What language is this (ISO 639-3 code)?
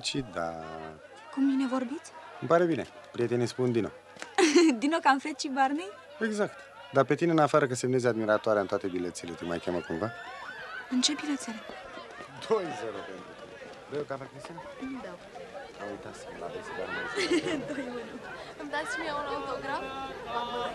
ron